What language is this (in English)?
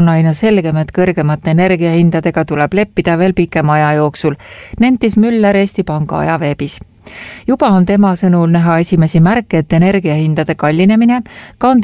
Estonian